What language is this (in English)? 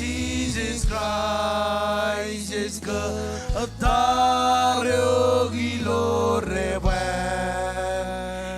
Marshallese